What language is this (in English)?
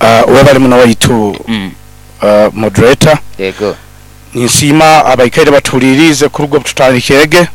Nyoro